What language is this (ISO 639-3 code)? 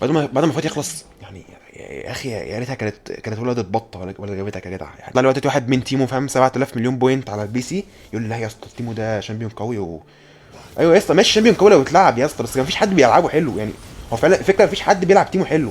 arz